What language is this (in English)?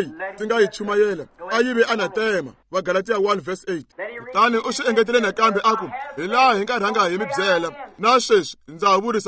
Tsonga